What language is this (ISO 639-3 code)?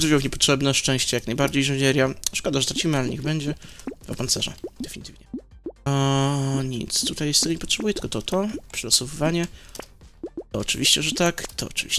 pol